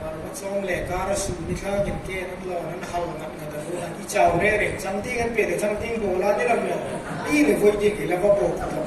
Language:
Hmar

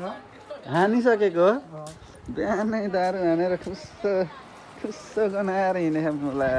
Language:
Nepali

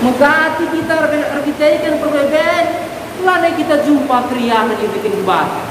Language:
Batak Karo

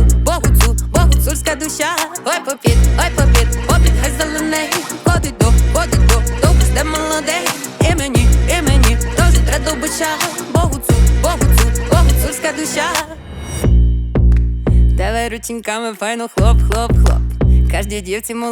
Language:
Ukrainian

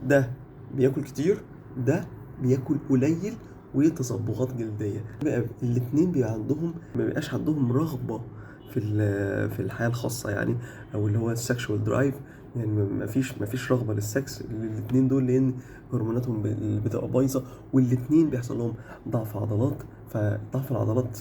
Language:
Egyptian Arabic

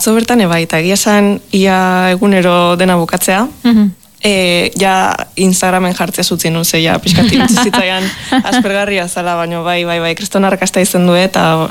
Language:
Basque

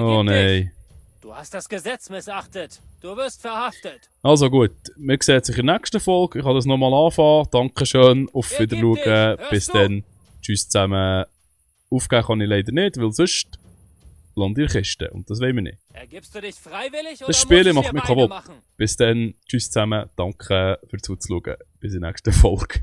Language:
Swiss German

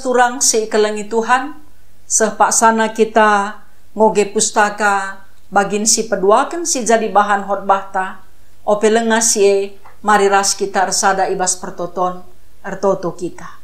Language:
Batak Karo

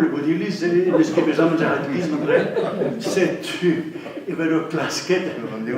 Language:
Breton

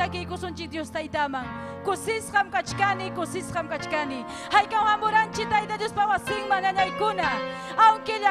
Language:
Ayacucho Quechua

